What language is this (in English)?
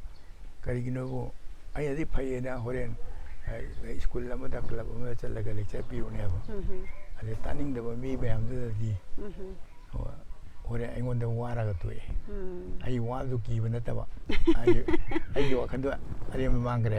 Manipuri